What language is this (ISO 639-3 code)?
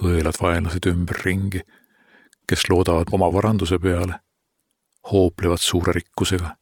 est